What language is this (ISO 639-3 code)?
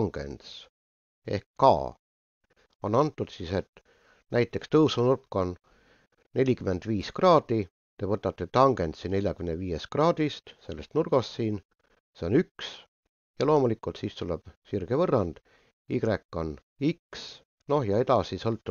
est